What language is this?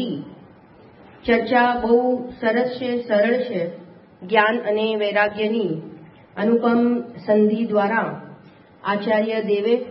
Gujarati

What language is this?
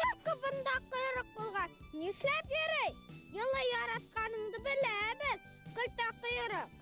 Bashkir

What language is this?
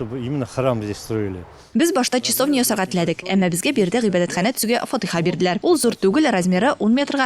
Tatar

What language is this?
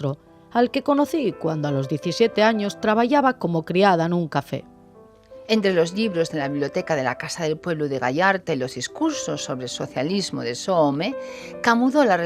Asturian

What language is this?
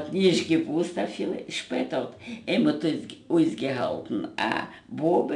Yiddish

